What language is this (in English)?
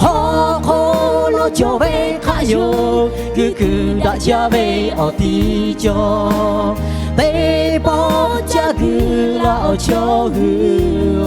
Lahu